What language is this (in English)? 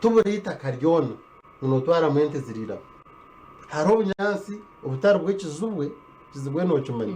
Nyankole